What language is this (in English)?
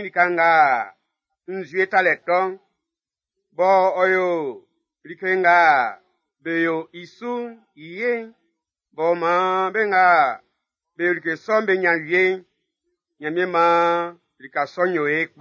Baoulé